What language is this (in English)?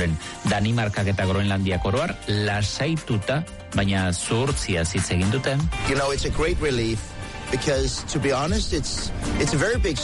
Basque